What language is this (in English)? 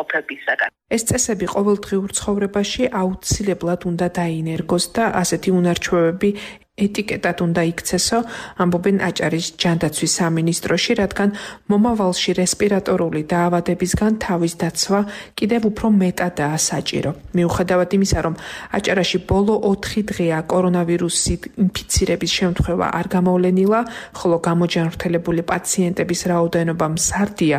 Georgian